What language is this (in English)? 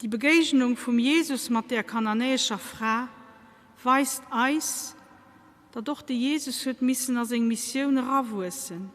Luxembourgish